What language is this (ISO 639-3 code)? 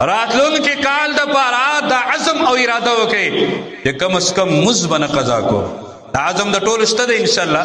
pus